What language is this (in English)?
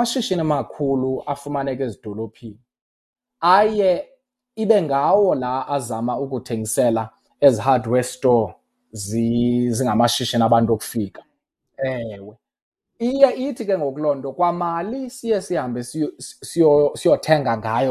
Xhosa